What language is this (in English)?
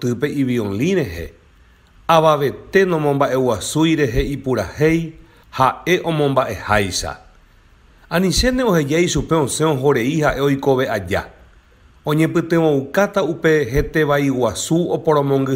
Guarani